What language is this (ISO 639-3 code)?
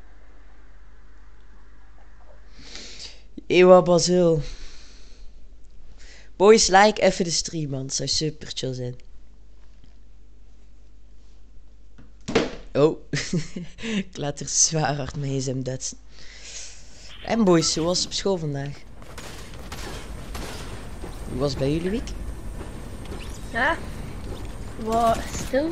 nld